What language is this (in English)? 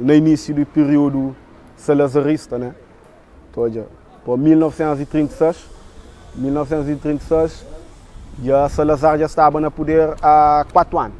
Kabuverdianu